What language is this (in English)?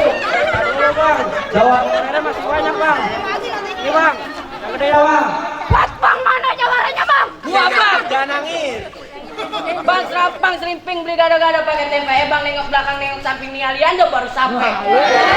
Betawi